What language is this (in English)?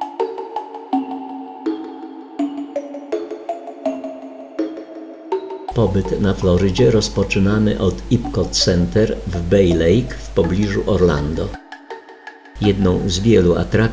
Polish